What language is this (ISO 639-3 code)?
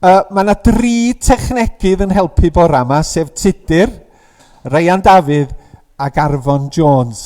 cym